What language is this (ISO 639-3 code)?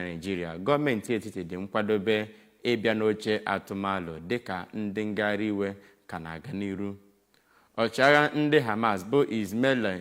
ibo